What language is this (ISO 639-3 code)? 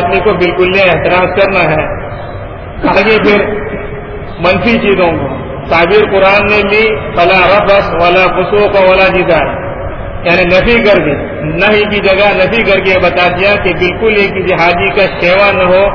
urd